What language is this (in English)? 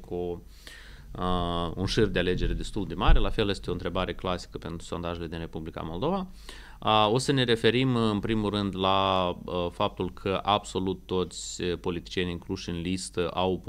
Romanian